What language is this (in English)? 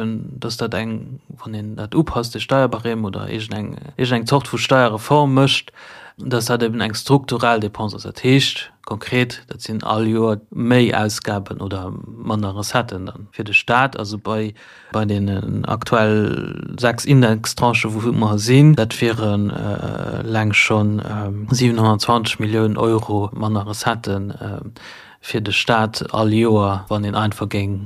Luxembourgish